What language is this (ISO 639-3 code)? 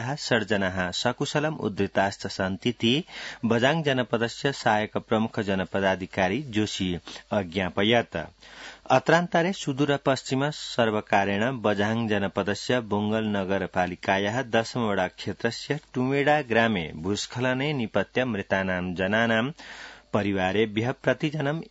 san